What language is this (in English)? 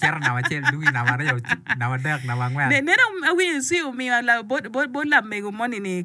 Acoli